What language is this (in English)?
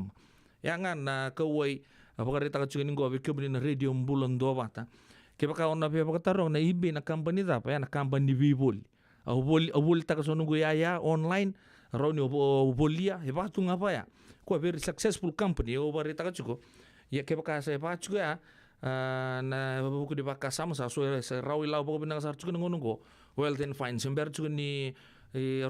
Fijian